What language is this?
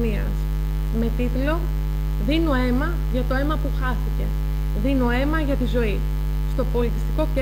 Greek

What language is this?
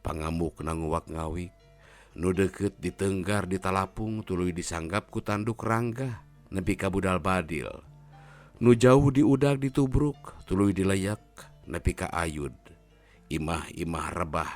Sundanese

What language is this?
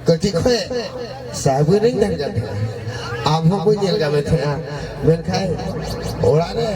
Santali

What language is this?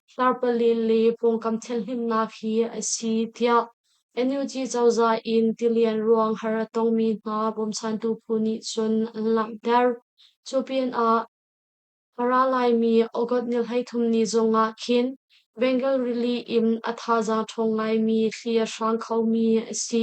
Hakha Chin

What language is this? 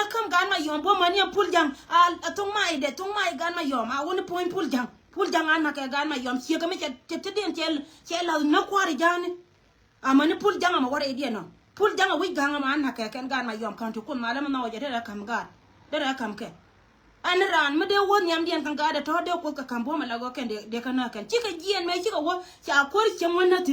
Nuer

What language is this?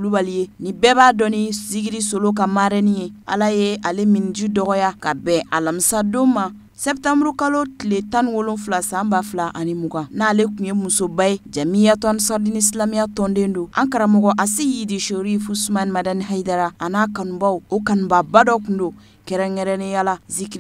Bambara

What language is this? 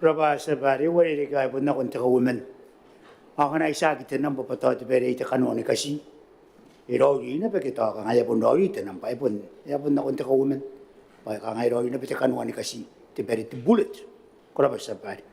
Gilbertese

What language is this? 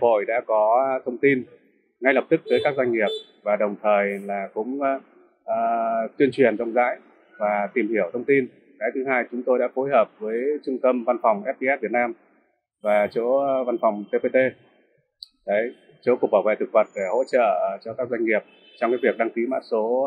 Vietnamese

